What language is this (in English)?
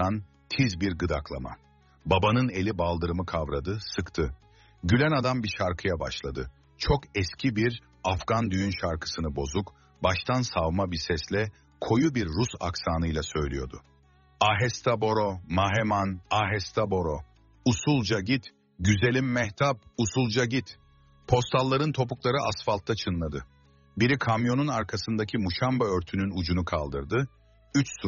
Turkish